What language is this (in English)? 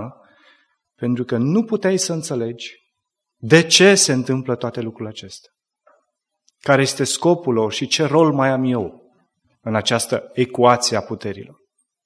Romanian